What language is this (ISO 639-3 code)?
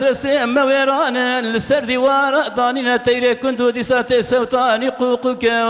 kur